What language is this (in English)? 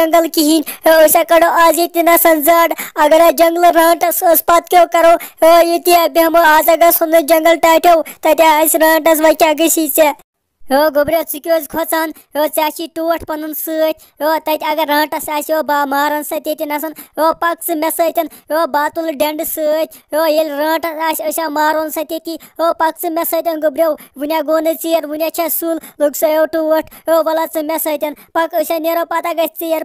Kashmiri